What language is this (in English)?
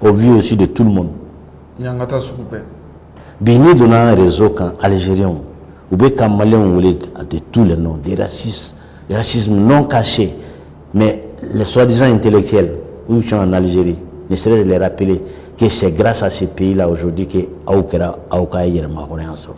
Bambara